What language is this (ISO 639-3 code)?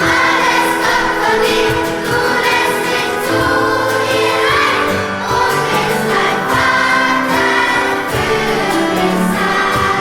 gsw